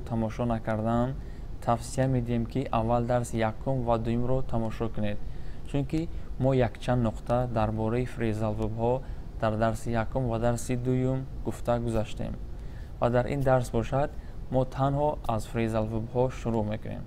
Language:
Tajik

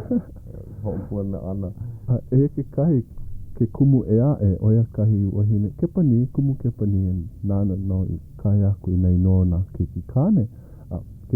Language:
Hawaiian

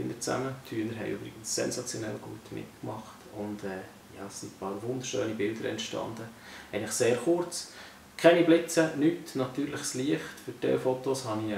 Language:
Swiss German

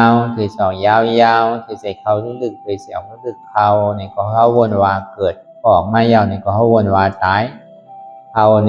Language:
Shan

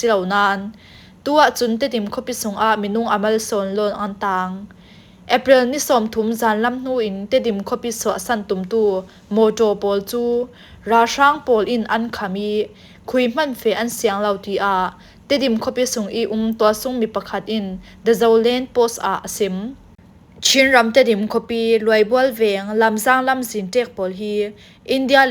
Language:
Falam Chin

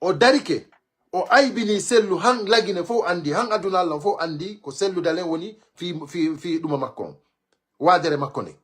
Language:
Pular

